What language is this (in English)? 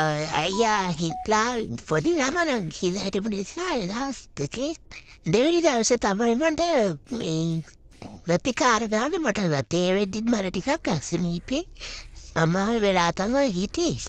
Sinhala